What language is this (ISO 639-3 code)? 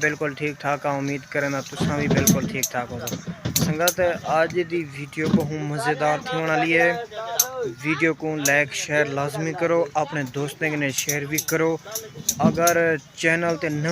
skr